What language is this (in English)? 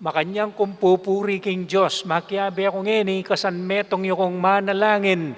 Pampanga